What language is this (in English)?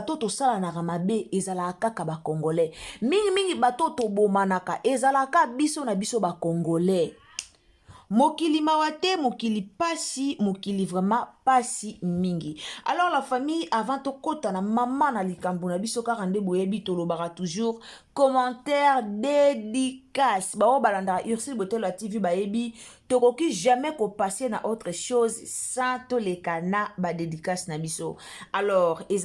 Lingala